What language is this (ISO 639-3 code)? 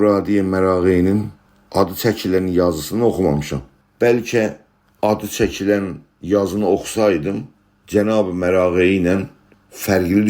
azb